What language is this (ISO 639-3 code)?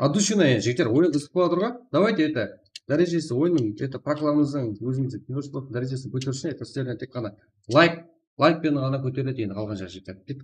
kaa